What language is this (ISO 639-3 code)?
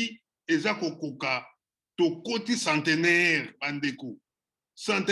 lin